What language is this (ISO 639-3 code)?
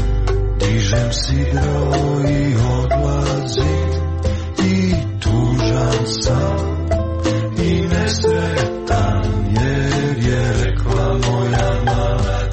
hrv